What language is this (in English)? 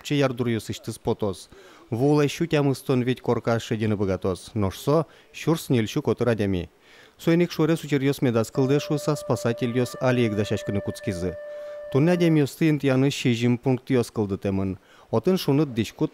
Udmurt